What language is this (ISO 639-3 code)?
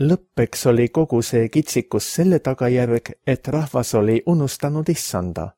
est